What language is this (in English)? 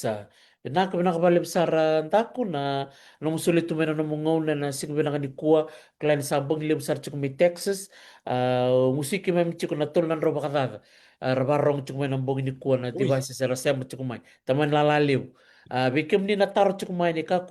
Fijian